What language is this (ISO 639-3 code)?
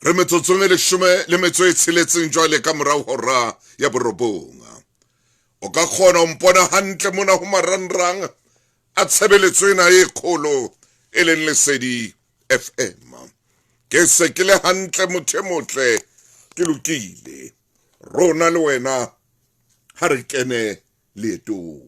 sot